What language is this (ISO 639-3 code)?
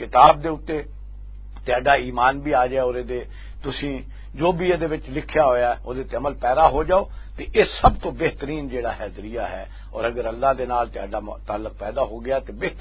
lah